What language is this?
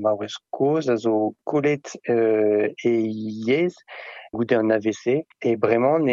Breton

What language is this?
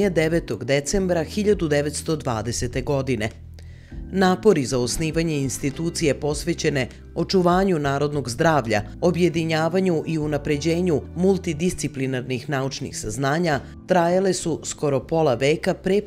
Serbian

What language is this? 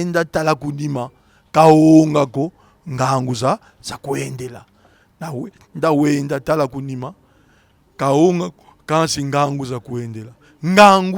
Kongo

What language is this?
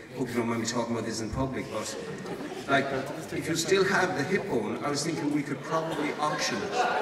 English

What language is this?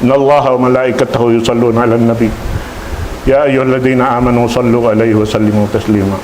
Tausug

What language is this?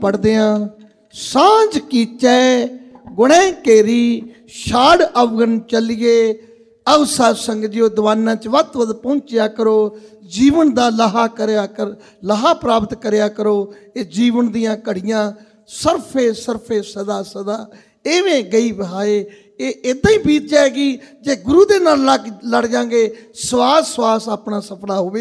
Punjabi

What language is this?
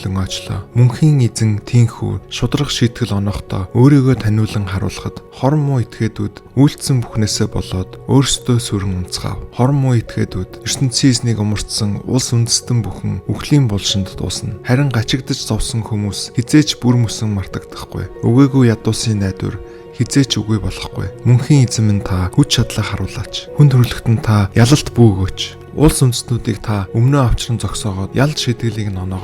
Mongolian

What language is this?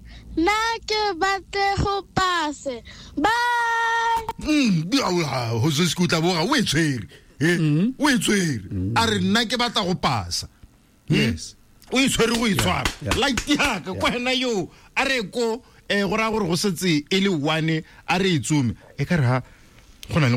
Tswana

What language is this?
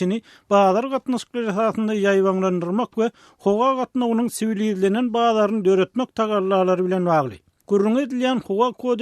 Turkmen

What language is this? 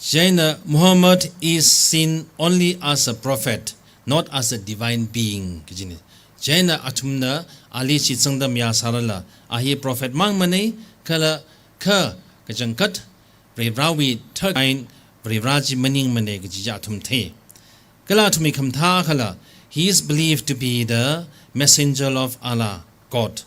Tangkhul Naga (India)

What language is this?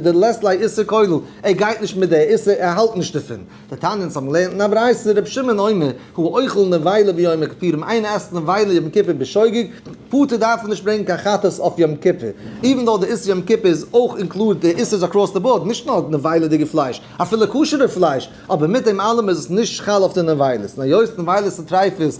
Yiddish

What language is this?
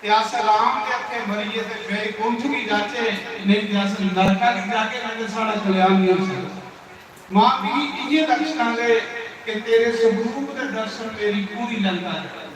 Dogri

